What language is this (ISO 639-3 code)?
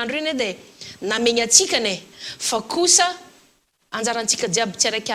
mlg